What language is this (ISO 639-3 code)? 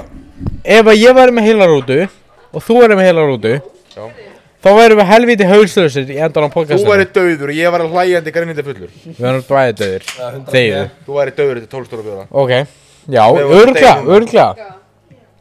isl